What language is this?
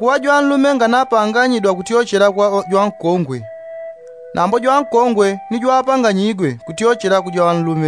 Yao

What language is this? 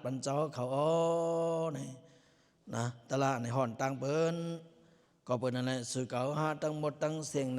Lao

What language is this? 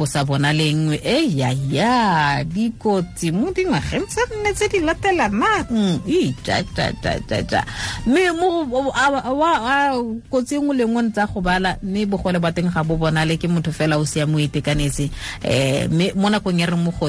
Tswana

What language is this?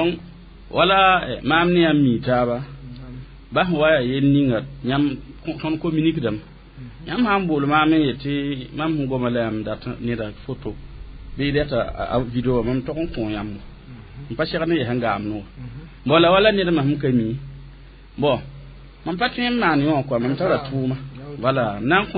Mossi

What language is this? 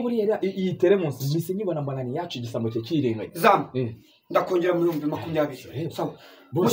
Kinyarwanda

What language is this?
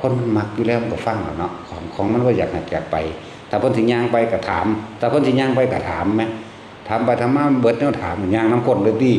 Northeastern Thai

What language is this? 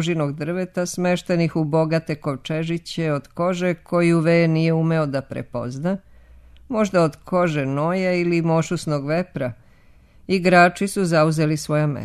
Serbian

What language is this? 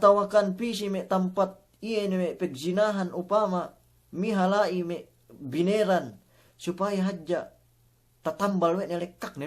Yakan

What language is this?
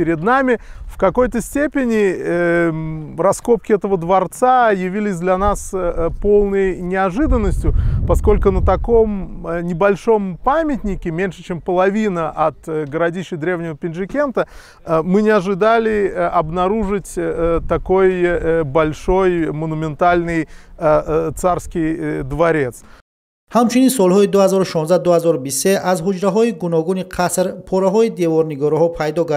Tajik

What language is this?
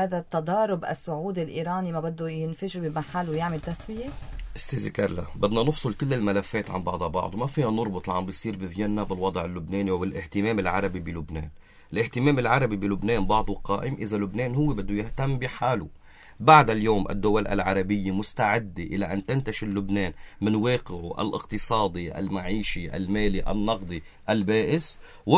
North Levantine Arabic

